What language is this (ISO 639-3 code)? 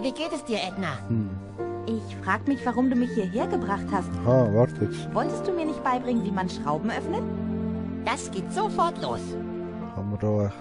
gsw